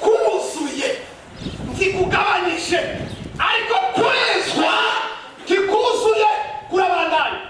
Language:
Rundi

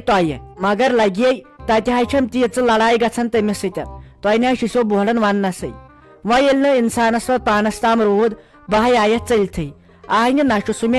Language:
Kashmiri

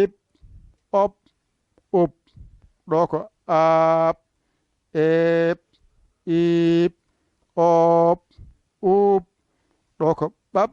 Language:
Fula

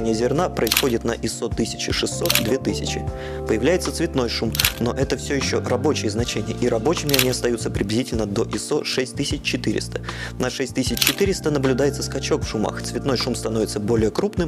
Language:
Russian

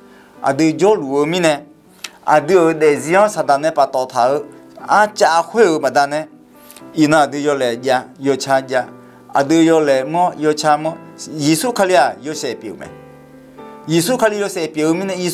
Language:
Akha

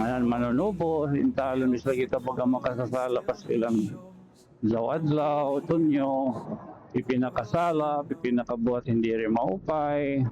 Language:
Waray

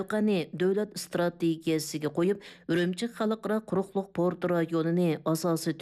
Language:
Uyghur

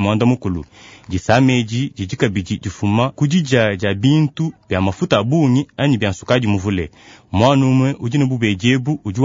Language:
Luba-Lulua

